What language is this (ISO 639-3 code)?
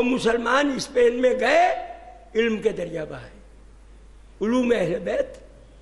urd